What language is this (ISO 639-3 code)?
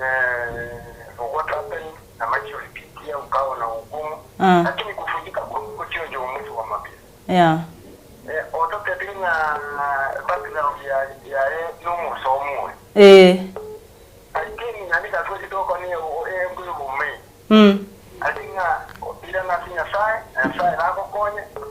guz